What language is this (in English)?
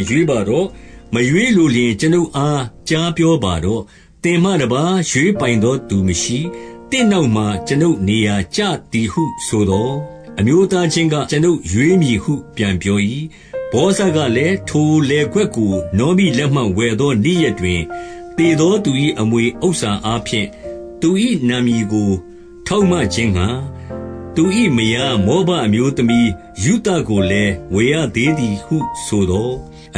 Burmese